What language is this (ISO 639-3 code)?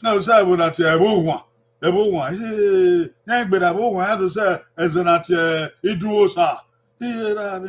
bin